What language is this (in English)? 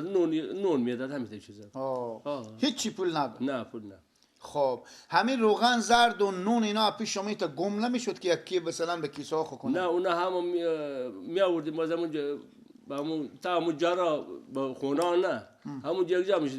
Persian